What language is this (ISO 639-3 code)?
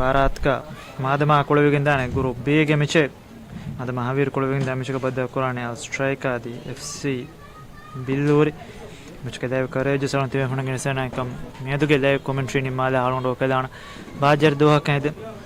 div